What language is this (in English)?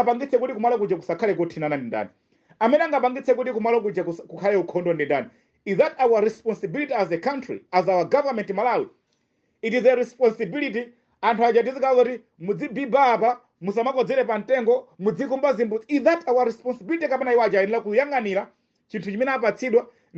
Nyanja